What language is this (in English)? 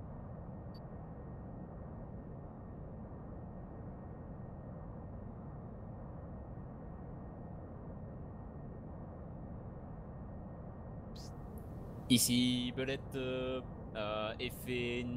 French